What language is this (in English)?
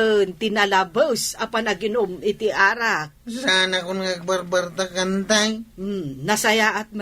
Iloko